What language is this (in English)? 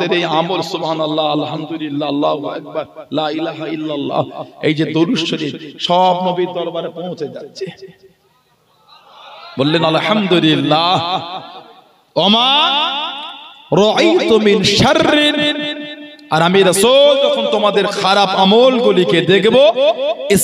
Bangla